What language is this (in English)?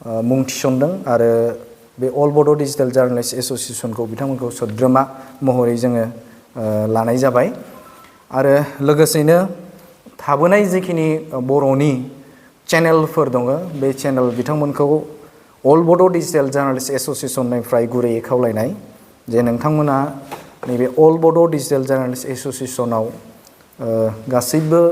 Bodo